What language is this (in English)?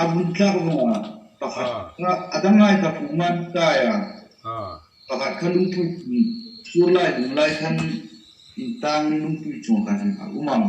Hmar